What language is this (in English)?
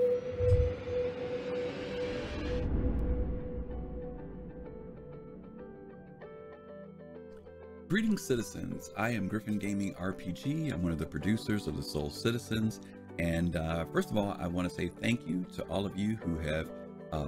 English